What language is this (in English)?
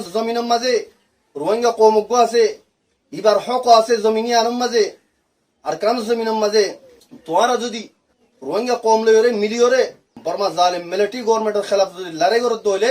Rohingya